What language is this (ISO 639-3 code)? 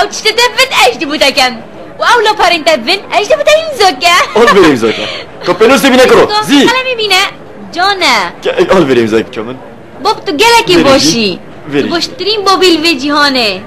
kur